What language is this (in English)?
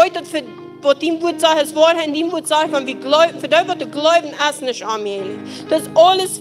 Plautdietsch